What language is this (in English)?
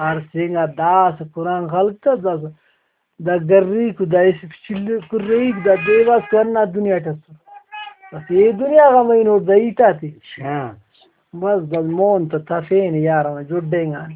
Brahui